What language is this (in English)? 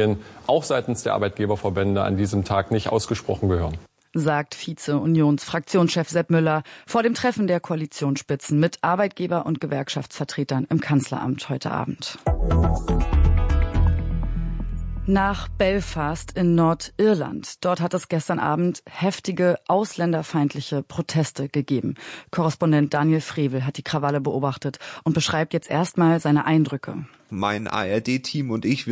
German